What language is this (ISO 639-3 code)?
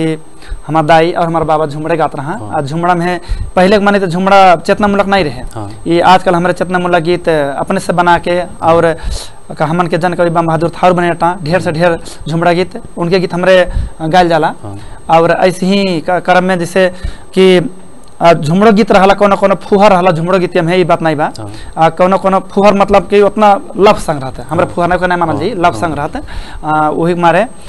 bho